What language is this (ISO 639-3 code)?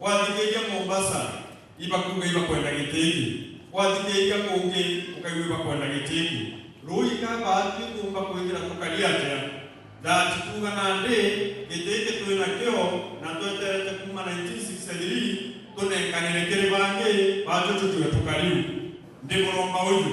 mer